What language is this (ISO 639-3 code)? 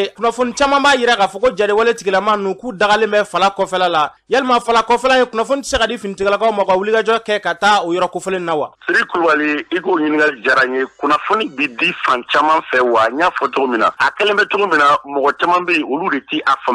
bam